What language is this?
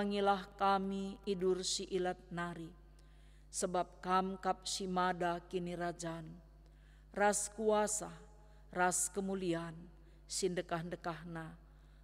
Batak Karo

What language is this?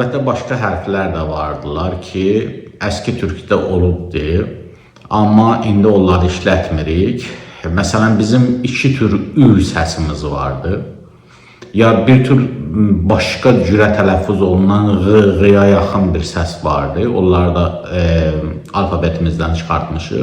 Azerbaijani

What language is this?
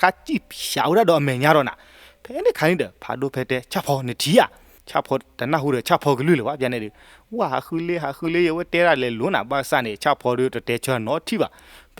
S'gaw Karen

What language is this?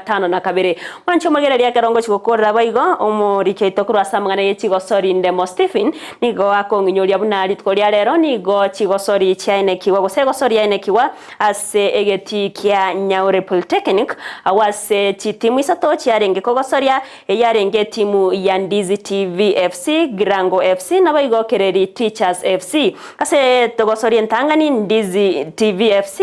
Gusii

